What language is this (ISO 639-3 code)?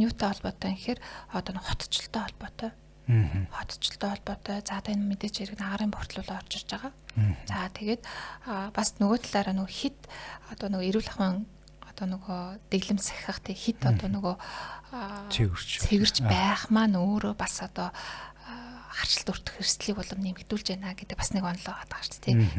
mon